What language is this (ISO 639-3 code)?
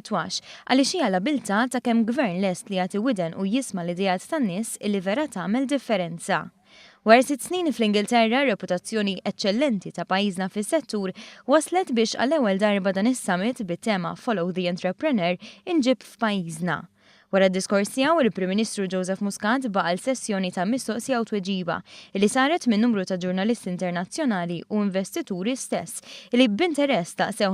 mlt